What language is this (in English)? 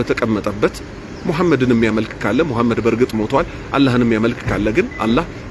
Amharic